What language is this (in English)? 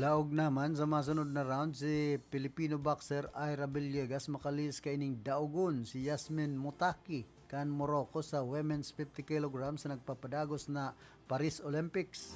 Bikol